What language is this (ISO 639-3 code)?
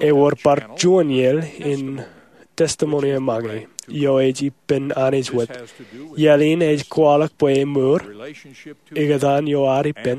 mah